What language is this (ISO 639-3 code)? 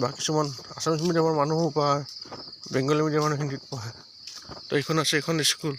asm